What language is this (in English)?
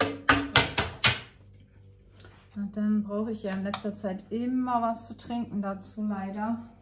German